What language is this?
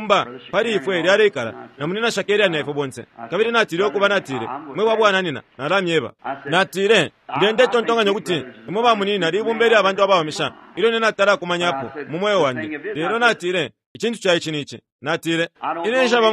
Bemba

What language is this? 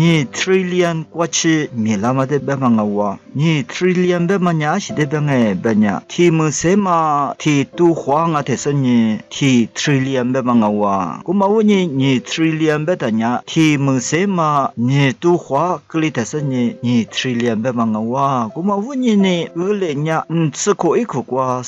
Lisu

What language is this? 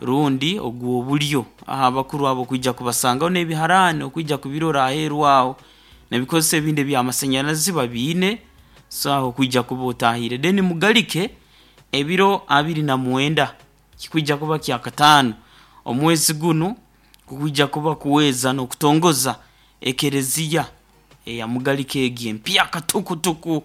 Nyoro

